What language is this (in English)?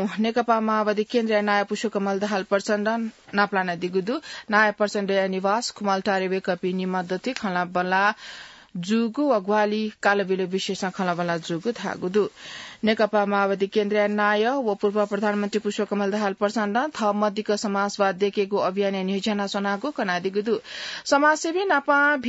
Newari